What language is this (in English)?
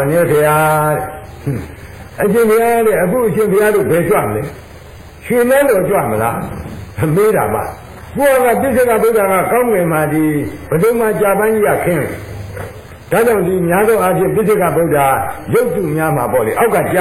Burmese